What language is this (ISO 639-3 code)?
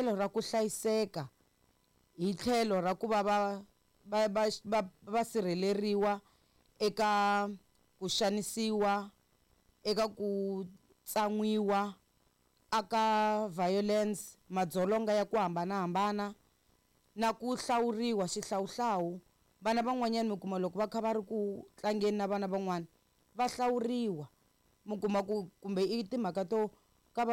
tso